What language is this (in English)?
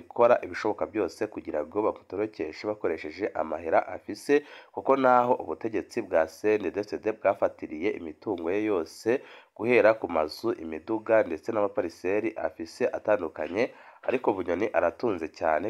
Rundi